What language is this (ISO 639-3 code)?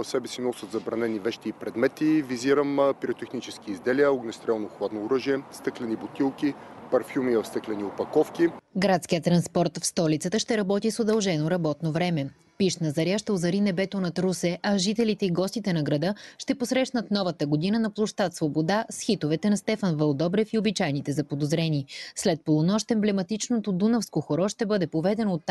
bul